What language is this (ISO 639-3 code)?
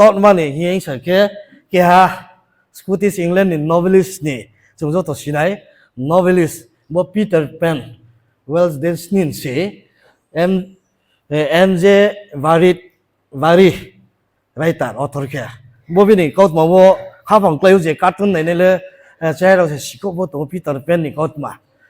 ria